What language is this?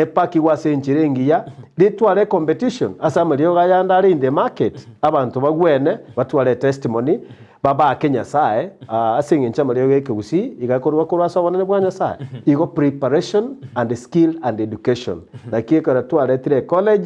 Gusii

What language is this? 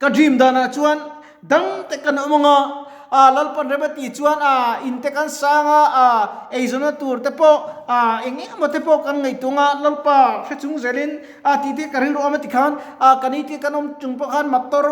Mizo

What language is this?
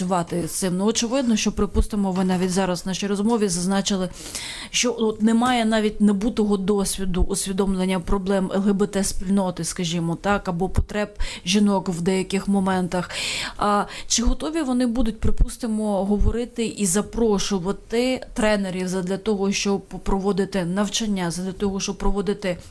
Ukrainian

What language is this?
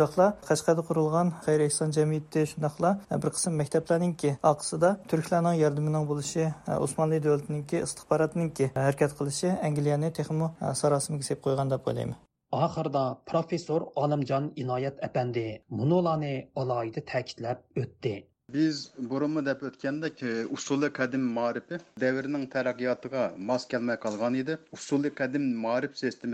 Uyghur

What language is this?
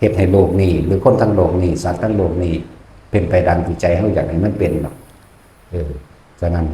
Lao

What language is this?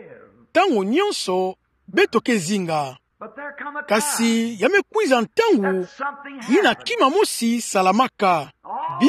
Kituba (Democratic Republic of Congo)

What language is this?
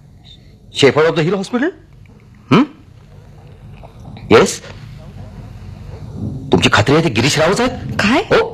Marathi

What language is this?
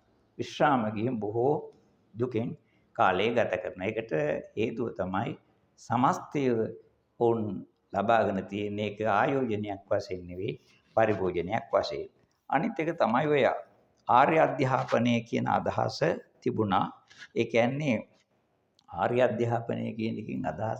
Sinhala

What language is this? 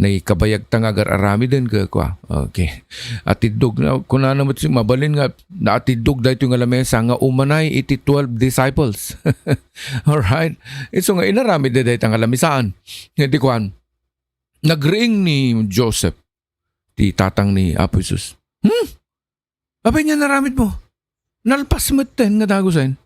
Iloko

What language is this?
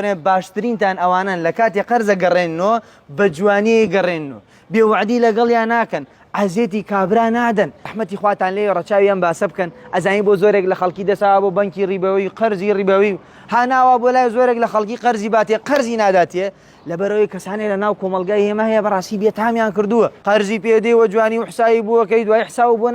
Central Kurdish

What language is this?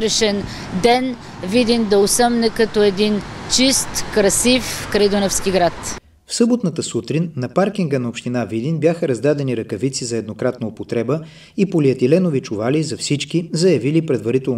Bulgarian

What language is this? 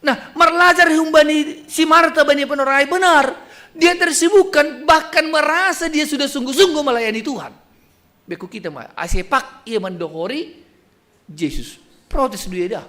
Batak Simalungun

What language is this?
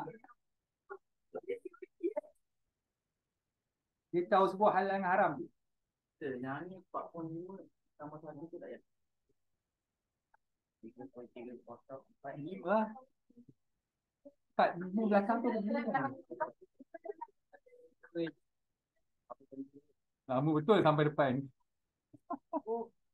Malay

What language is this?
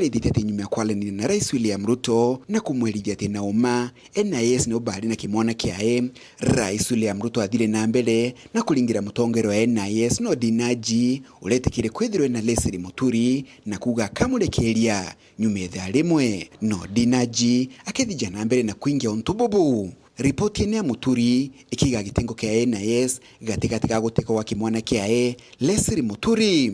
Meru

